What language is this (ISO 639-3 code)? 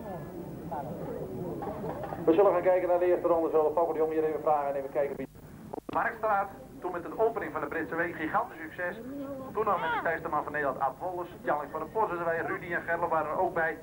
nld